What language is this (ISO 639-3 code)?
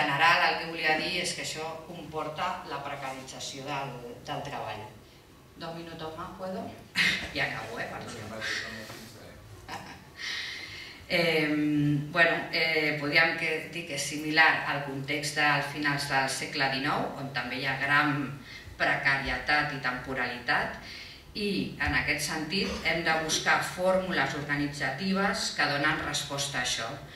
cat